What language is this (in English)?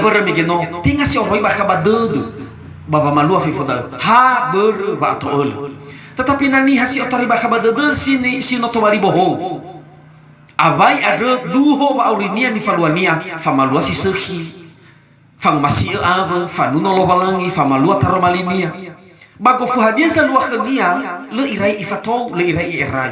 Nias